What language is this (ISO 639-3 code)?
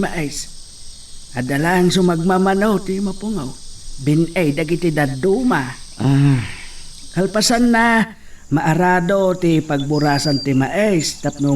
ilo